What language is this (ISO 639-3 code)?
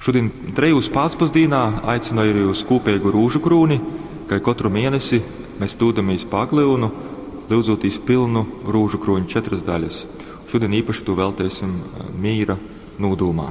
ltg